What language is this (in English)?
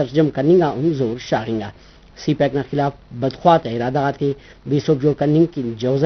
Brahui